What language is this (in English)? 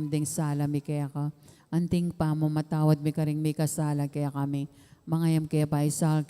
Pampanga